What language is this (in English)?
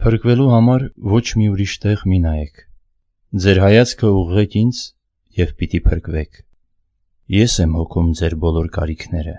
Armenian